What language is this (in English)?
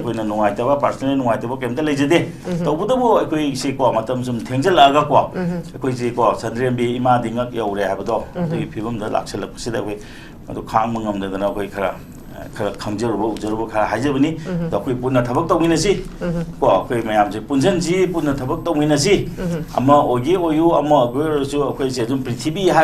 Manipuri